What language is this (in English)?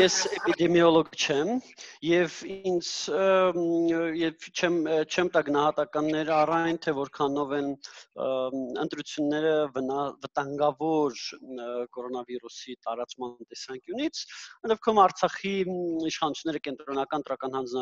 Armenian